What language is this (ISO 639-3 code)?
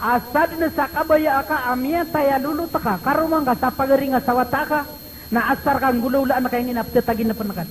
mrw